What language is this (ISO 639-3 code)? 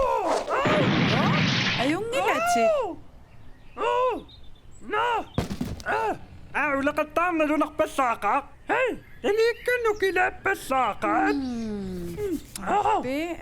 kal